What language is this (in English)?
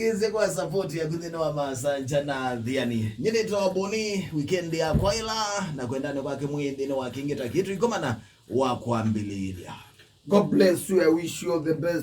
Kamba